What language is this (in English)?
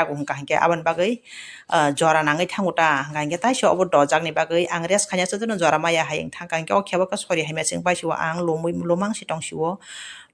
Kok Borok